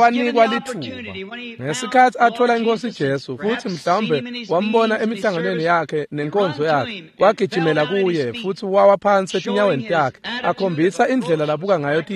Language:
Swati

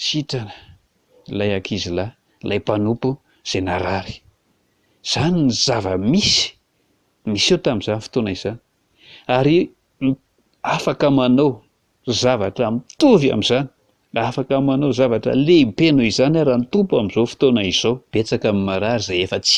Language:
Malagasy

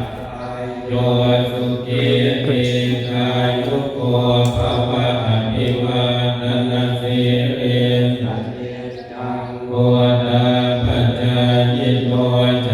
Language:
Pali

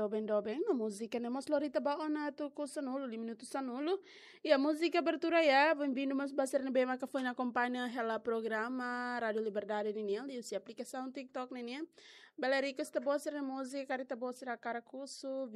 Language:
Tetum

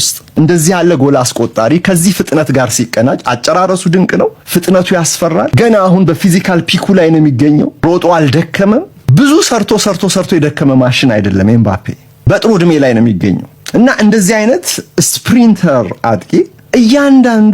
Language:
Amharic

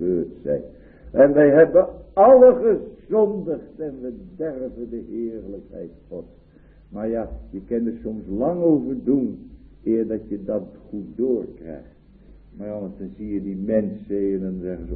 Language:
Dutch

